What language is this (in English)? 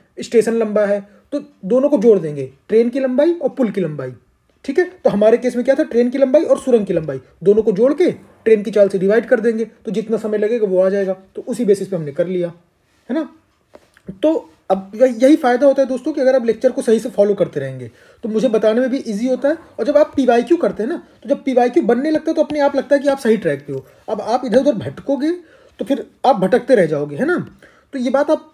Hindi